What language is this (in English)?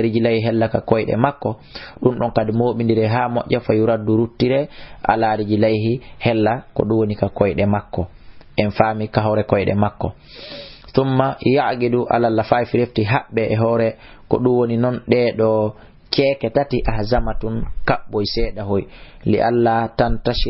Fula